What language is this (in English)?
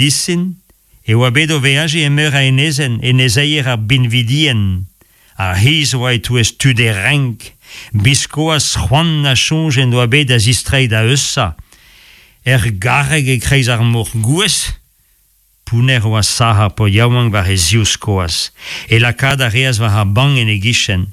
Breton